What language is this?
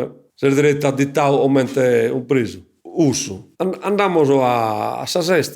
Sardinian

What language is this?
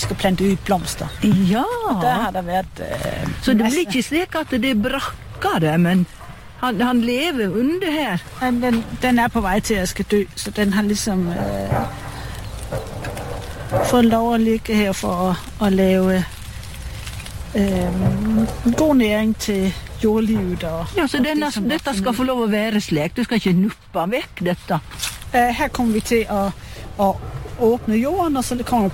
Norwegian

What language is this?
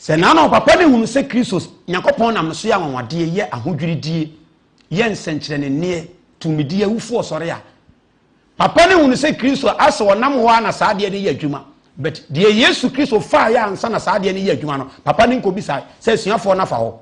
Akan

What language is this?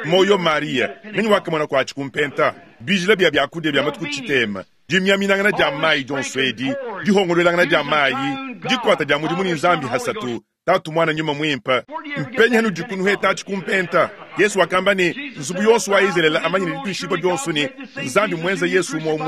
Luba-Lulua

